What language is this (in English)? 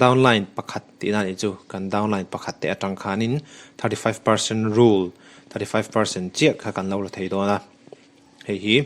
Mizo